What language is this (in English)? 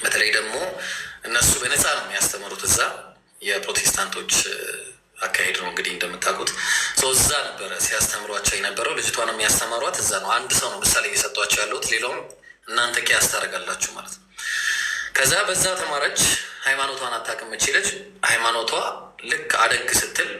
Amharic